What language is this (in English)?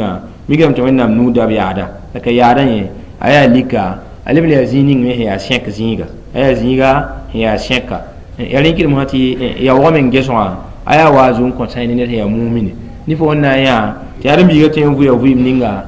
Mossi